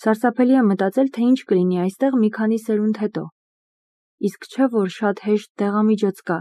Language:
Armenian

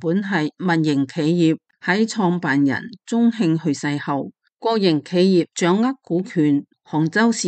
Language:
Cantonese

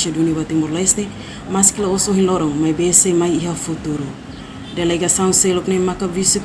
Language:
Tetum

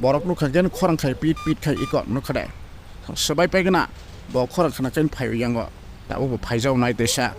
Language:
Kok Borok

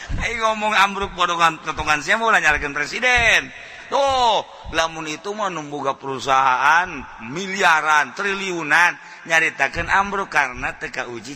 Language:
Sundanese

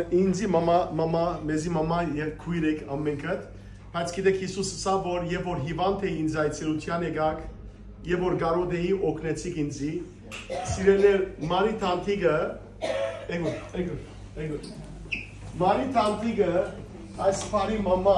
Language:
Western Armenian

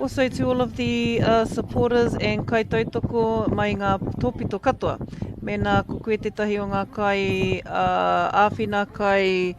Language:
Māori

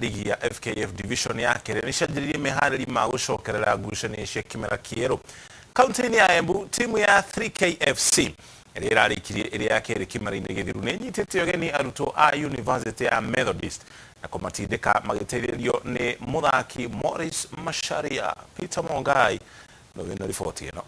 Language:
Kikuyu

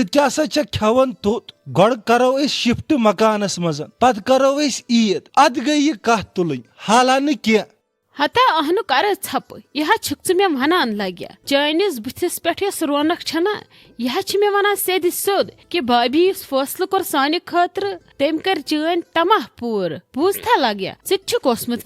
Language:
Kashmiri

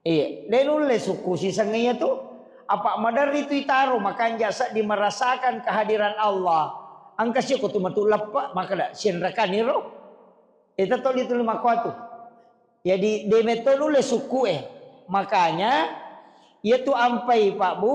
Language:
Buginese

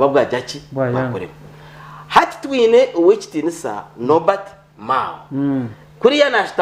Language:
Nyankole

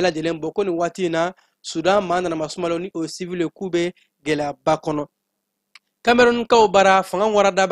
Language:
Bambara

